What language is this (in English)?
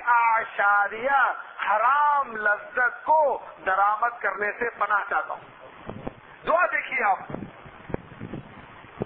Urdu